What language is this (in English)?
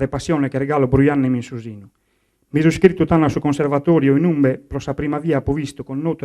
Sardinian